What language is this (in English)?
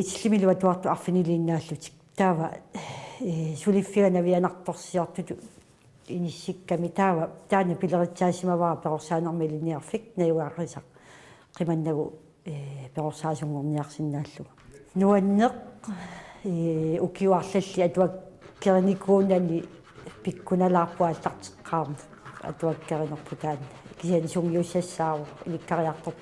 Kalaallisut